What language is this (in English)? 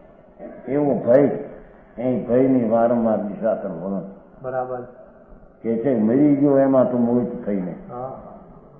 Gujarati